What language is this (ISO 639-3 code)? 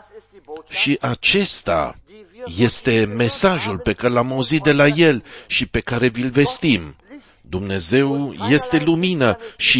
ron